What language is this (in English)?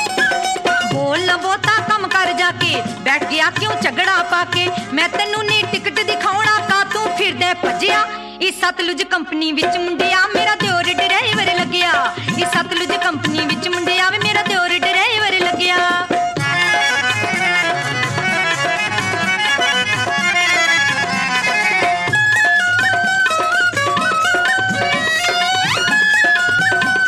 Punjabi